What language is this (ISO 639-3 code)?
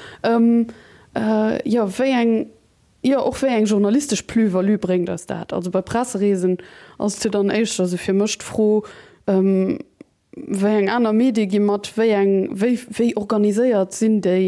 ltz